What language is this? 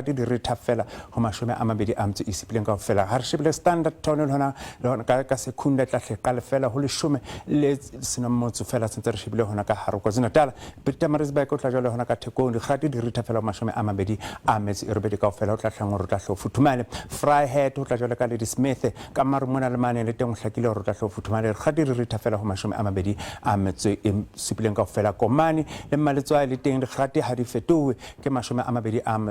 Southern Sotho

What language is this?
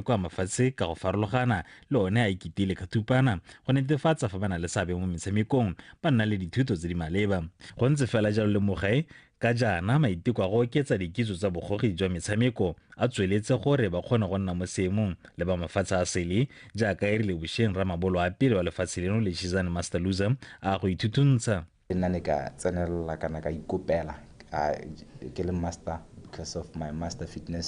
Tswana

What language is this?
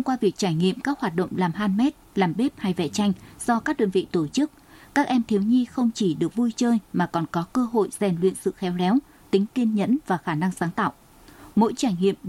Vietnamese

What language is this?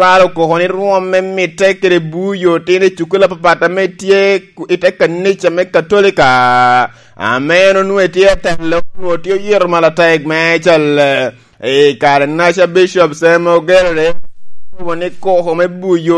Lango (Uganda)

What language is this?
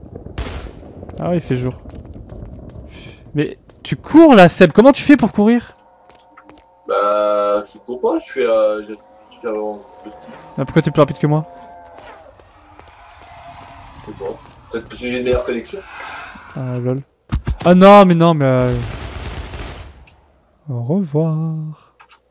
French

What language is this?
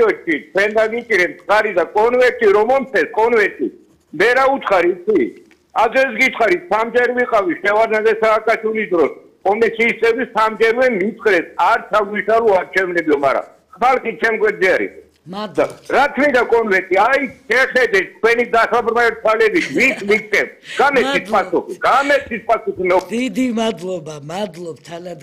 Georgian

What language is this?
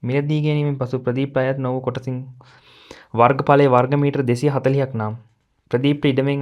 Sinhala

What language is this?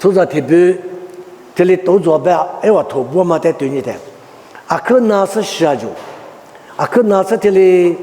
Lisu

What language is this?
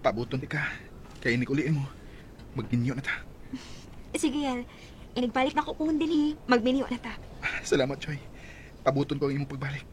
Cebuano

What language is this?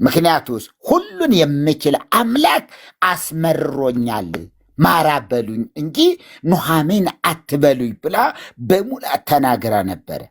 Amharic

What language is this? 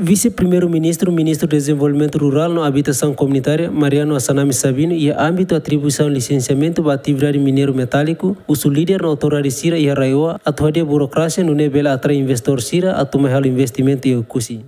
Tetum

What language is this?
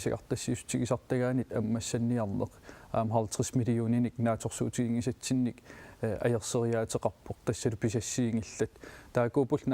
Kalaallisut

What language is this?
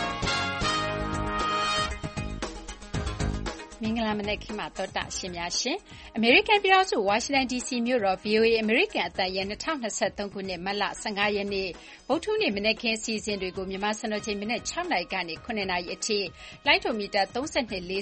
Burmese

